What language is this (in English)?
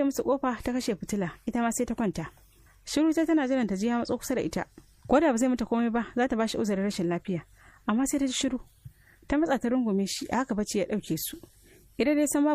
Hausa